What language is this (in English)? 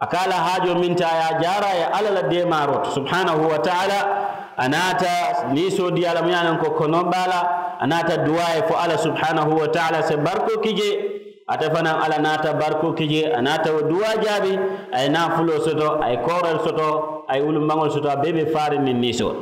Mandingo